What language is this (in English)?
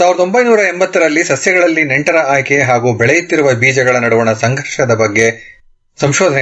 Kannada